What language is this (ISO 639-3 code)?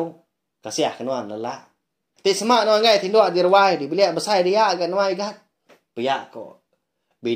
iba